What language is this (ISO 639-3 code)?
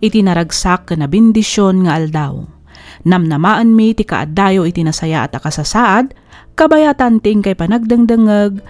ilo